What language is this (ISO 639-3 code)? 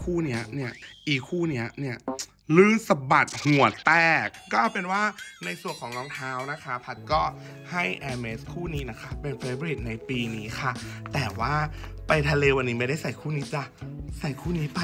tha